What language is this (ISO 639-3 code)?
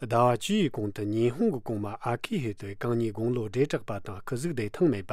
bod